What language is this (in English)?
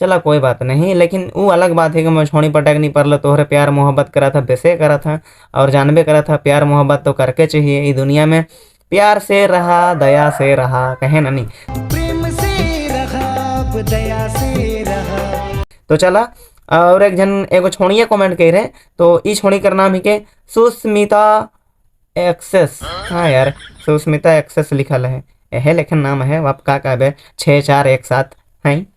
Sadri